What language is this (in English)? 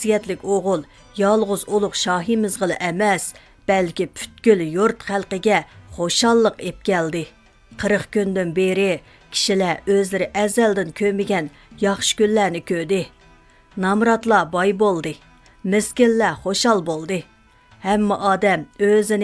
Uyghur